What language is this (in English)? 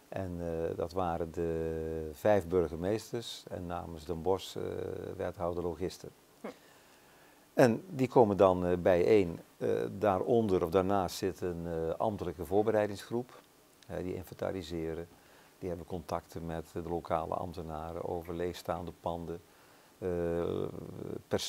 Dutch